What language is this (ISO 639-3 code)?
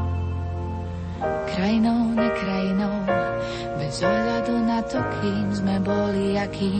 slk